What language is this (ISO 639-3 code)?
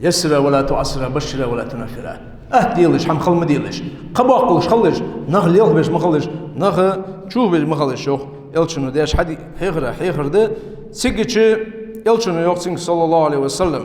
inh